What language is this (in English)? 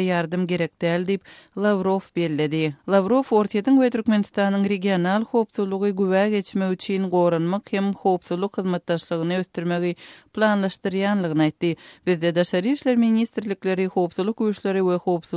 Turkmen